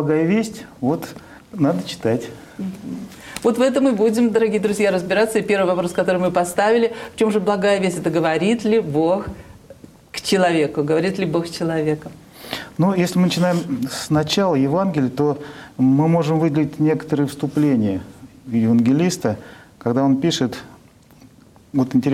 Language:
Russian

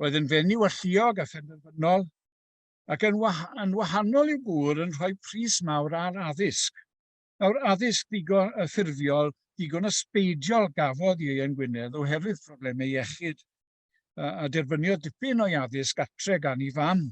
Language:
Welsh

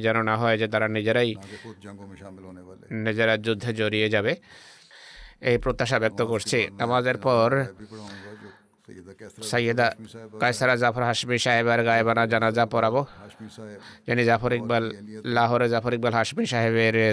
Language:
Bangla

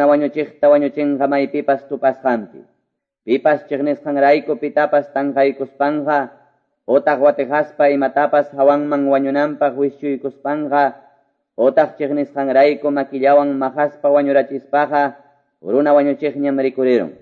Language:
Quechua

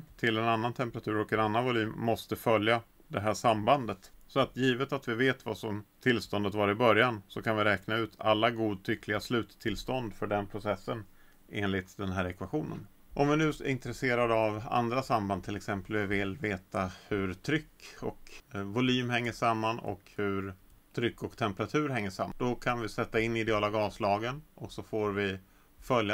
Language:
Swedish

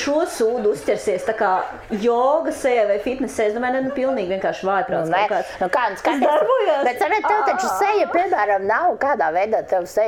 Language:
Latvian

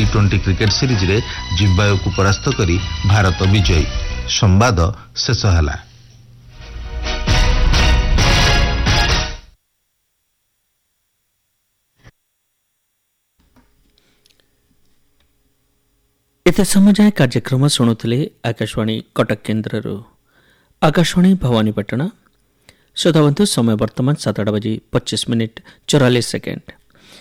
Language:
Odia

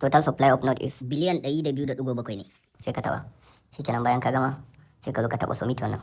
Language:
Hausa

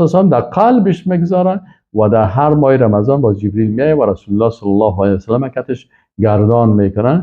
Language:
Persian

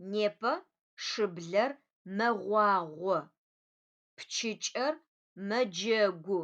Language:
Adyghe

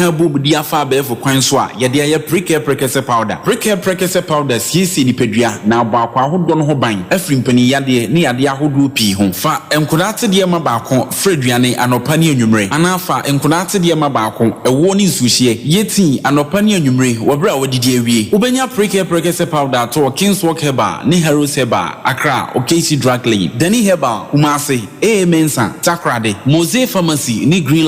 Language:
Akan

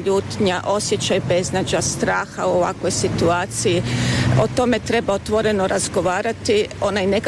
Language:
Croatian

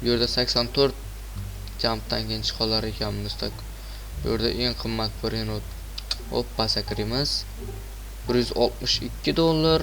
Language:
Uzbek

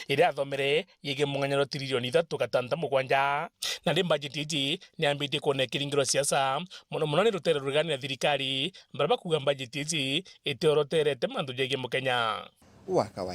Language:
Meru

